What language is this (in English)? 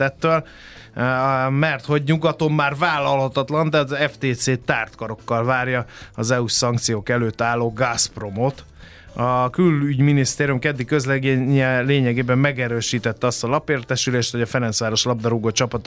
Hungarian